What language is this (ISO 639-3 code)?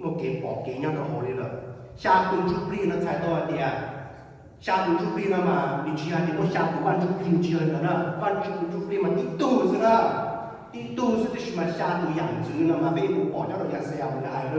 hmn